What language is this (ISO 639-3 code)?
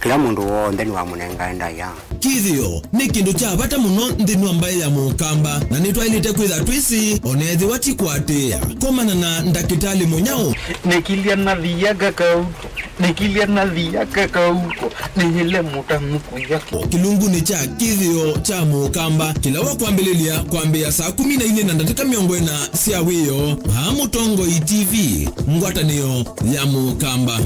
kam